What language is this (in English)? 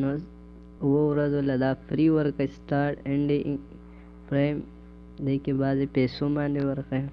Pashto